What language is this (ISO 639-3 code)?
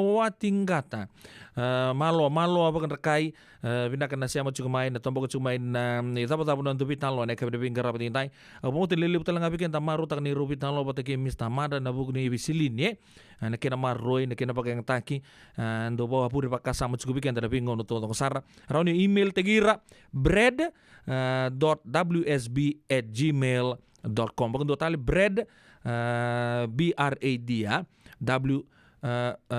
fij